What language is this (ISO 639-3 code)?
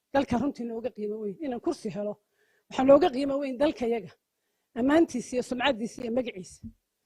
som